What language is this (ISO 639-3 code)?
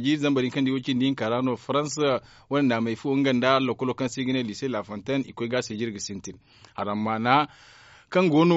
dje